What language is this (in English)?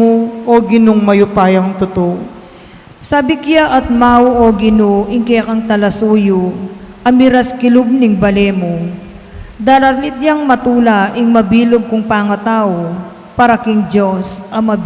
Pampanga